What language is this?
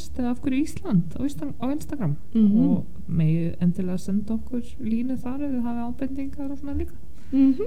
Icelandic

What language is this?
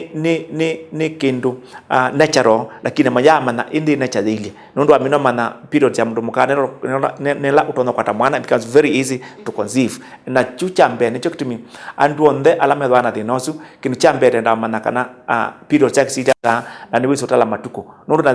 Kamba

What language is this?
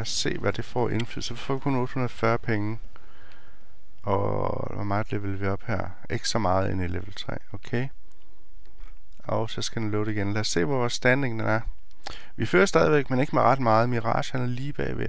Danish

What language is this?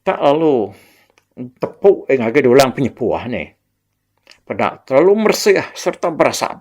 Iban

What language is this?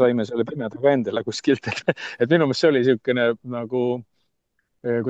Estonian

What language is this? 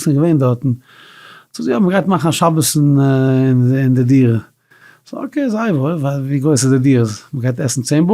Yiddish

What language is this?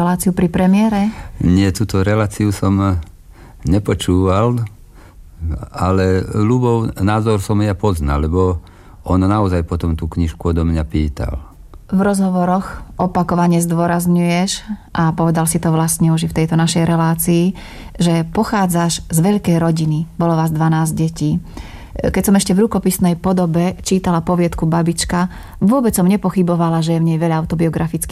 Slovak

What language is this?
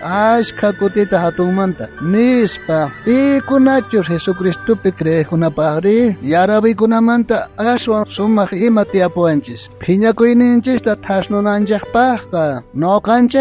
South Bolivian Quechua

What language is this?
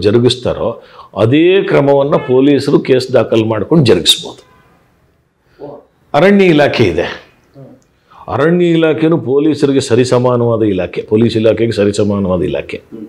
Kannada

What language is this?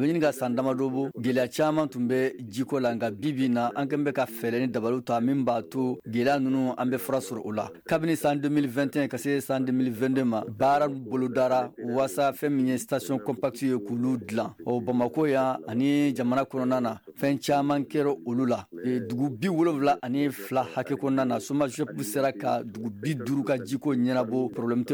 Bambara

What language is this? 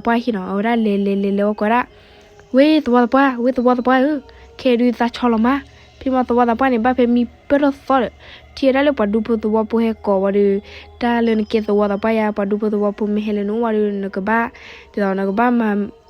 S'gaw Karen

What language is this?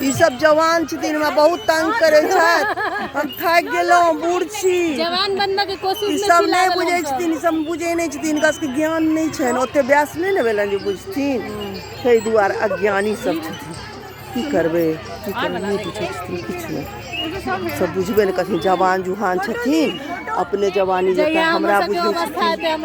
Maithili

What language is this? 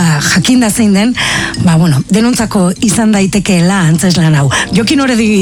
Basque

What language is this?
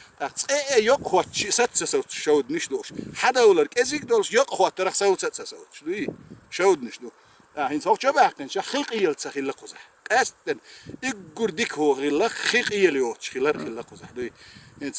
Chechen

